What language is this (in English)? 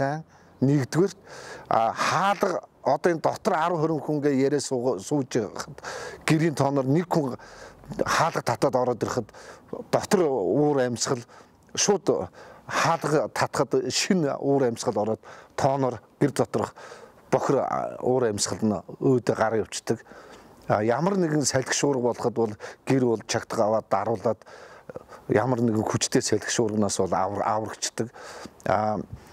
Mongolian